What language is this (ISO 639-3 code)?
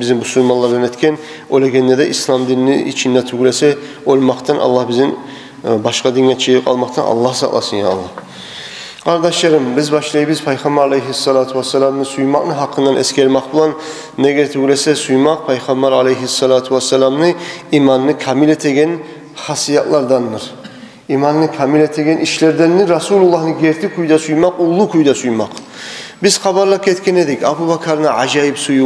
kum